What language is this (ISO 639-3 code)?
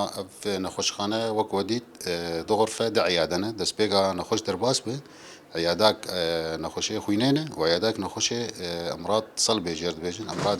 kur